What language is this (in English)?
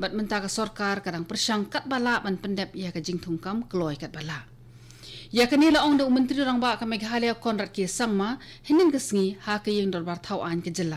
Khasi